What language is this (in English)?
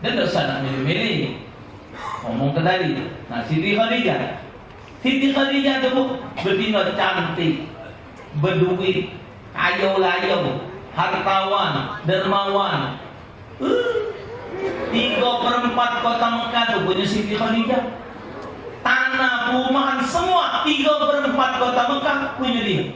Musi